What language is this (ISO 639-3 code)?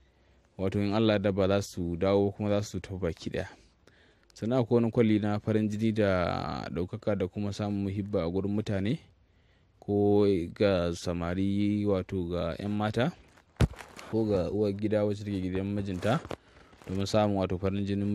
hau